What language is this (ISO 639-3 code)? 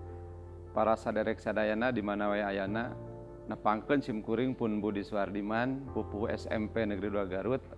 sun